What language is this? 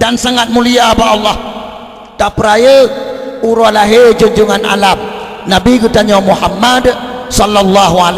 Achinese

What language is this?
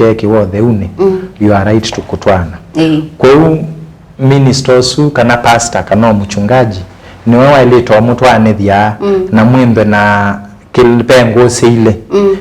Kamba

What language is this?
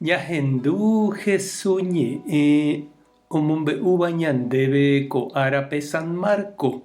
Guarani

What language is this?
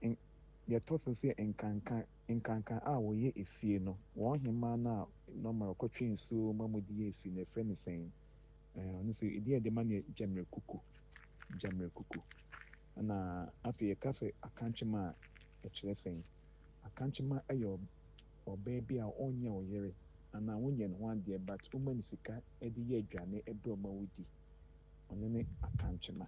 Akan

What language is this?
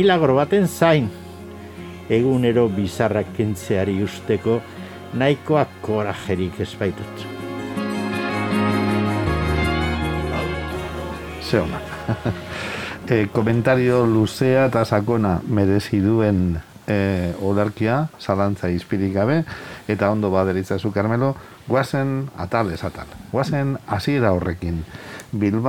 Basque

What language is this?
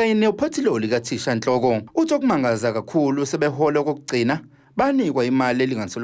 Zulu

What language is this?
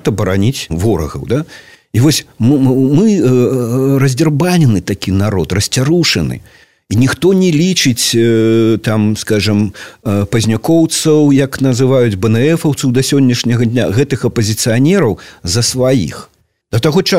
Belarusian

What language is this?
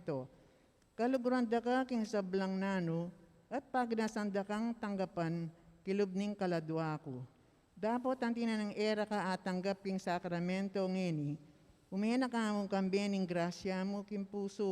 Pampanga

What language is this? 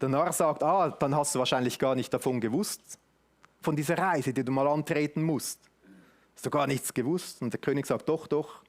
Swiss German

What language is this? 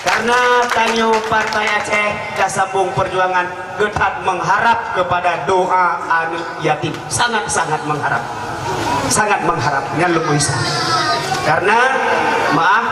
Achinese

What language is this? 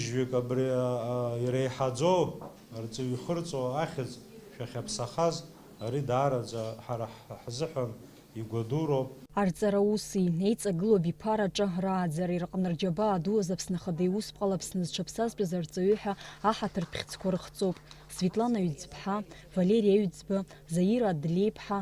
Abkhazian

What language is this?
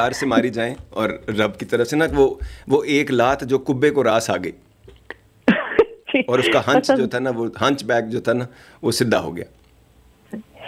Urdu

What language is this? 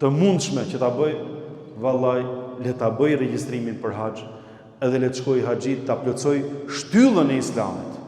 Albanian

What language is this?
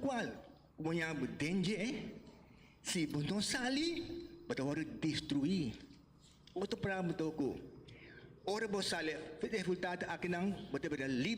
Papiamento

